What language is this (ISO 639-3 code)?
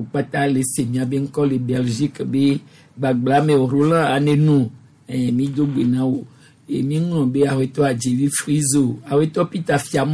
gej